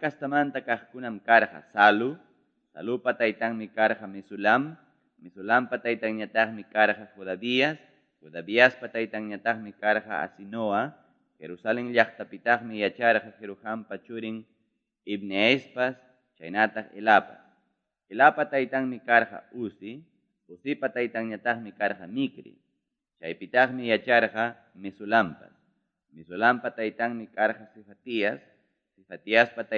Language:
Ayacucho Quechua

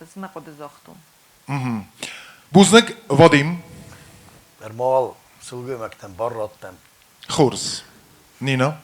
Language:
Ossetic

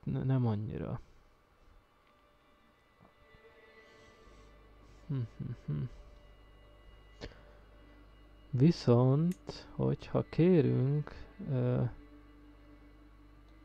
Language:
Hungarian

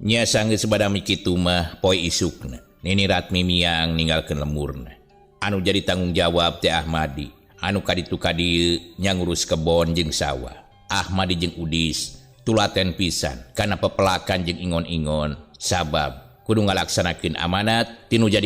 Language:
Sundanese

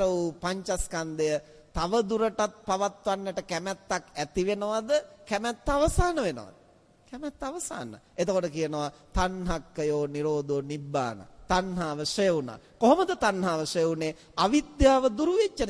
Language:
Sinhala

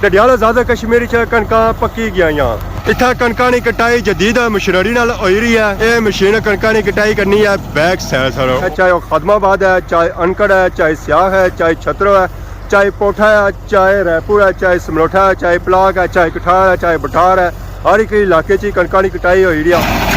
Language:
Pahari-Potwari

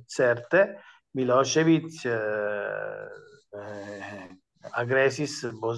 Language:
Esperanto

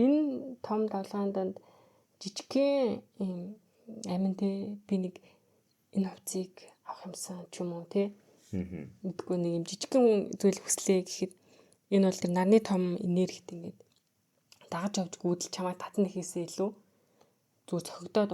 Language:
Mongolian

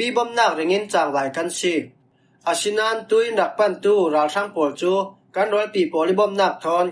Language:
Falam Chin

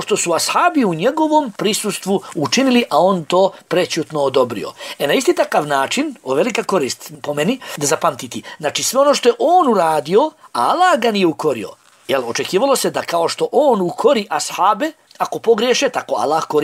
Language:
Bosnian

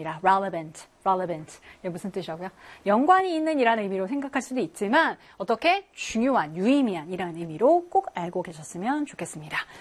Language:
Korean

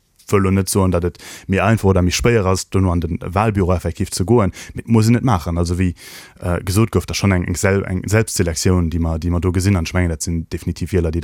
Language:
Luxembourgish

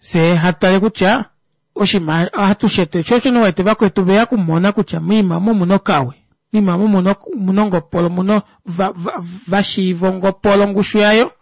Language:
Kuanyama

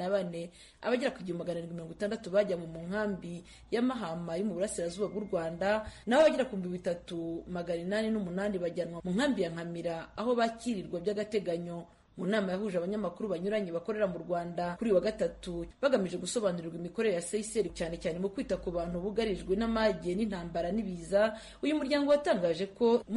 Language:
Kinyarwanda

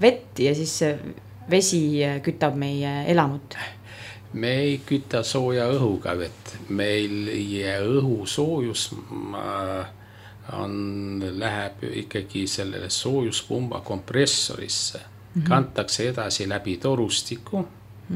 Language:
Estonian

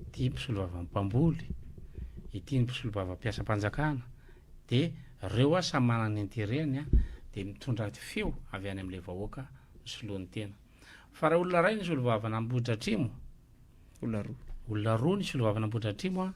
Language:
Malagasy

